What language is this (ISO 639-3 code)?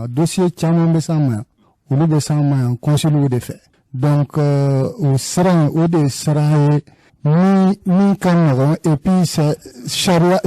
bam